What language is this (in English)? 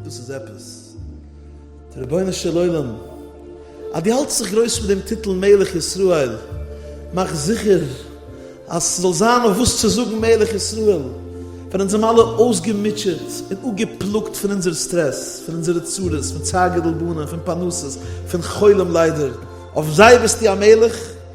Yiddish